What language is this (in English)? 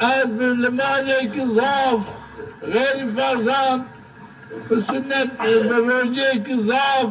Zaza